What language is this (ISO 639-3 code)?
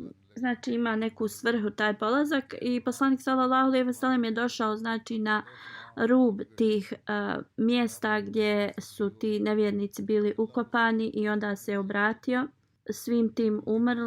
bos